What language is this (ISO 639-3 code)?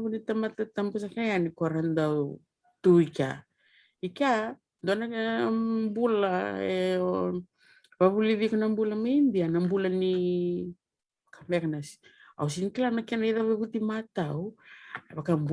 fij